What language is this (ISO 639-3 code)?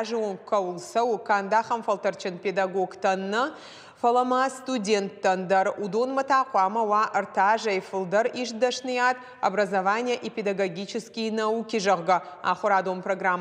oss